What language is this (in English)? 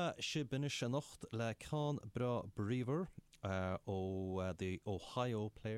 Irish